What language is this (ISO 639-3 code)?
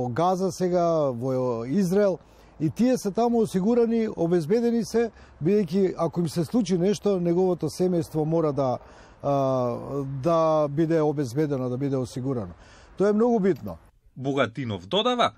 mkd